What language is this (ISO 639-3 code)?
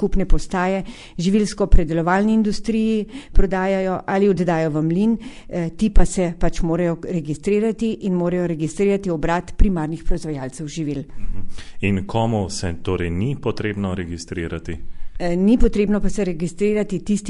slv